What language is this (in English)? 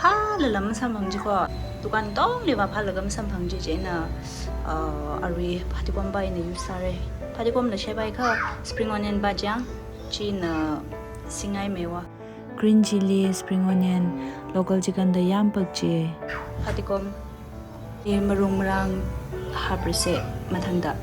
Tangkhul Naga (India)